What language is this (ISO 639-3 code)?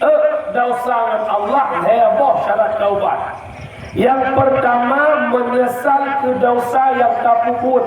ace